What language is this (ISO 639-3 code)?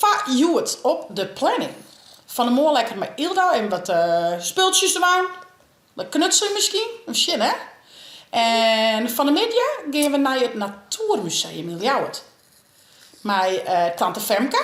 fry